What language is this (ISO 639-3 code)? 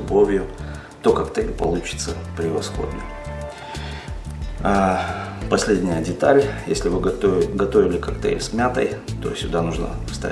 rus